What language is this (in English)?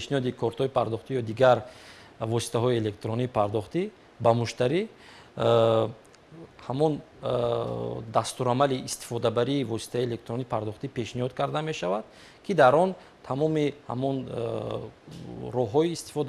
Tajik